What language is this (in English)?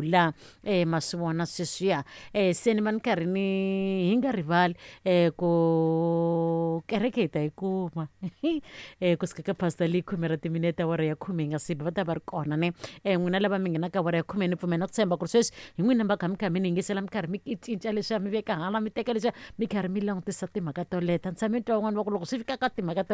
Tsonga